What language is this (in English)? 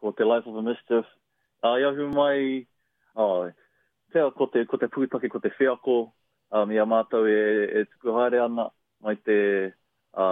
Māori